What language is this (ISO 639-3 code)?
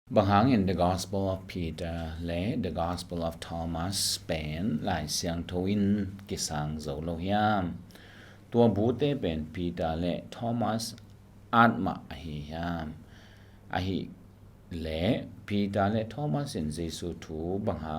ctd